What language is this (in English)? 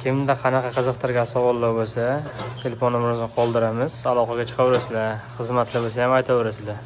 Uzbek